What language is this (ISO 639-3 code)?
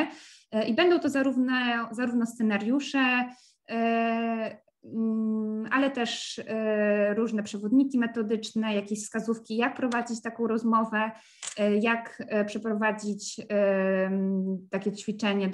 pol